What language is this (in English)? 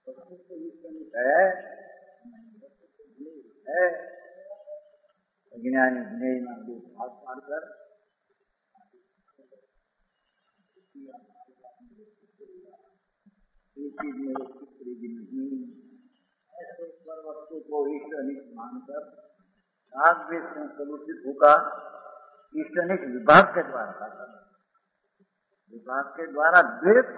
Hindi